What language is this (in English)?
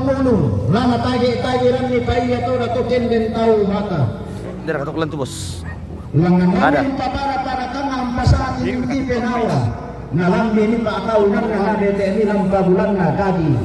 Toraja-Sa'dan